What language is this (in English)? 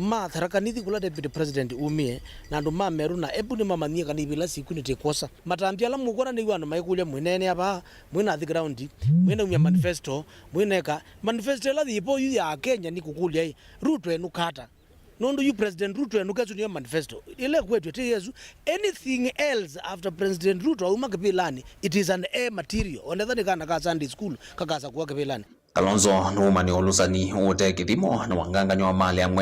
Kamba